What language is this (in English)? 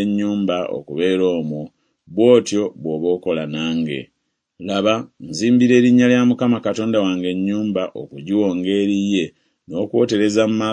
Ganda